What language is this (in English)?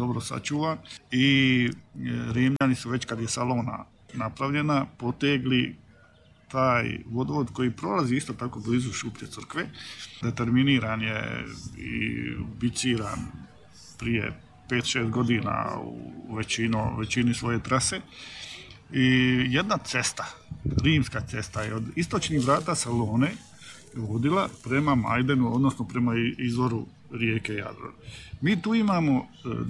Croatian